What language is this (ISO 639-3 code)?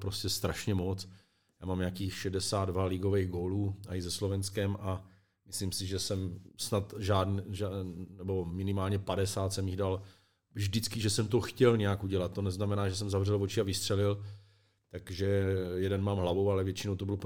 ces